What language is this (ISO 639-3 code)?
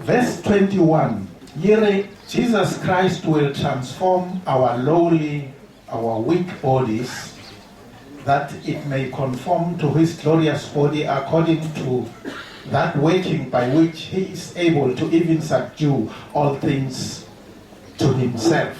tso